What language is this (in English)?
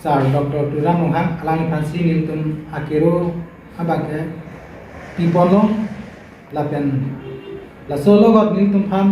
Karbi